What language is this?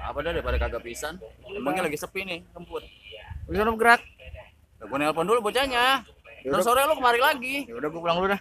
Betawi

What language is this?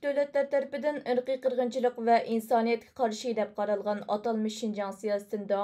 Uyghur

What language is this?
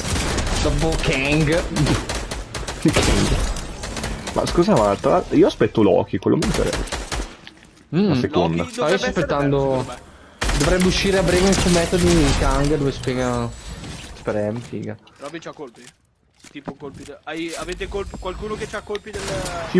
Italian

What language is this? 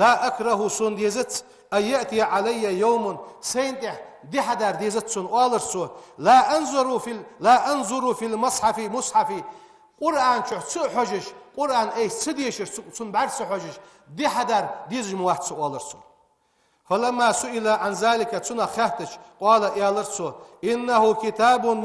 Ingush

